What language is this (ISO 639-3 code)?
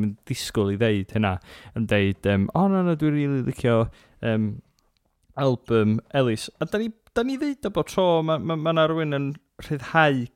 cym